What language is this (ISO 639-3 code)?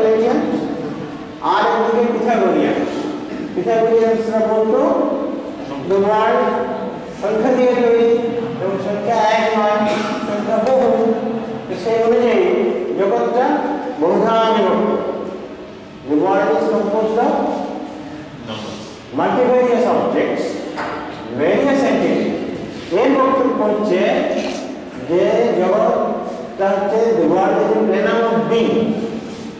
ben